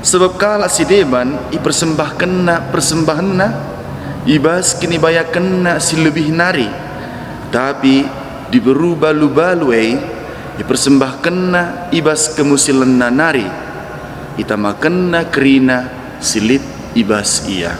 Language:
Batak Karo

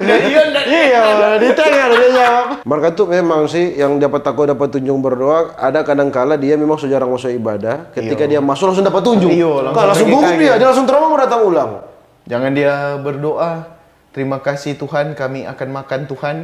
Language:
Manado Malay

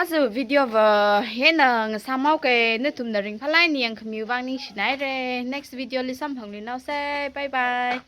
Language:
Tangkhul Naga (India)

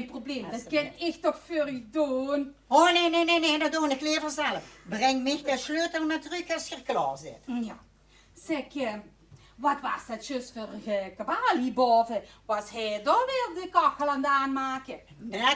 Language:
Limburgish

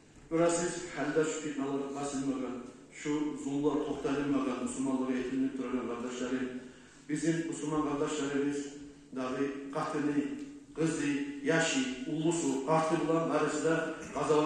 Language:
Kumyk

